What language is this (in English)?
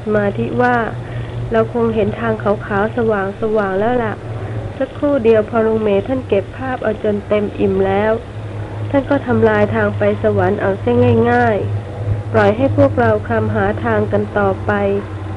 Thai